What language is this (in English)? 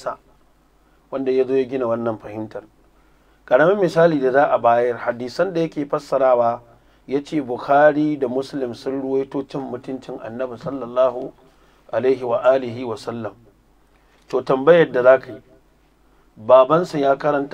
Hausa